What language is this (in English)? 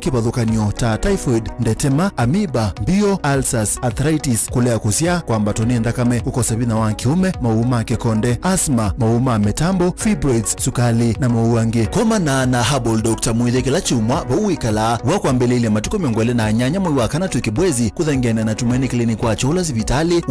Kamba